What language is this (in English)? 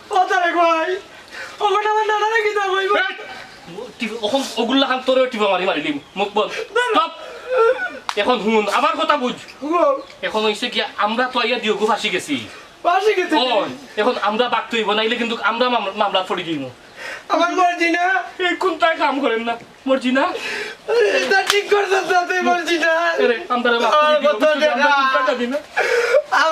Sylheti